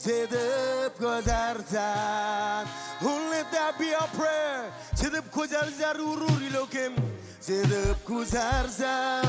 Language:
Marshallese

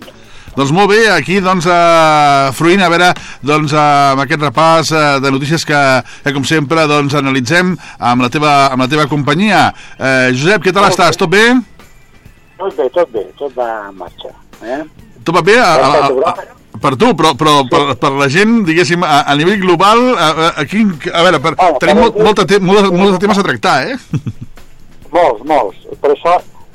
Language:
Catalan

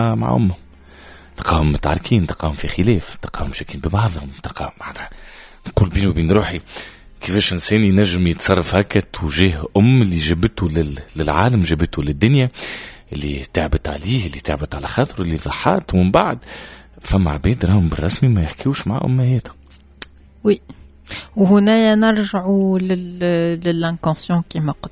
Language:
Tunisian Arabic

